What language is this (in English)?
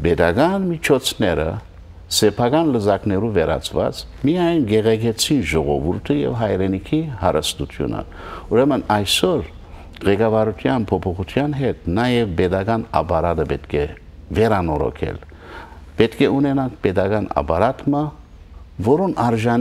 Western Armenian